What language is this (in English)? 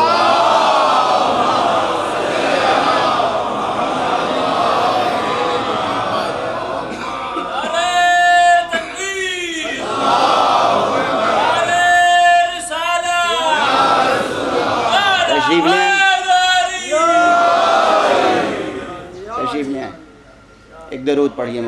Urdu